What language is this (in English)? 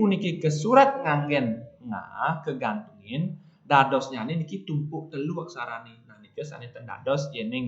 Balinese